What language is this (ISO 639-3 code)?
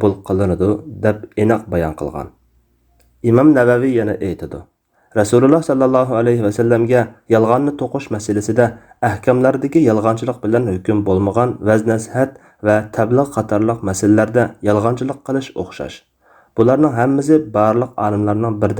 uig